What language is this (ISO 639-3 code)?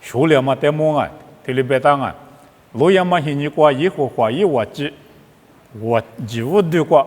lis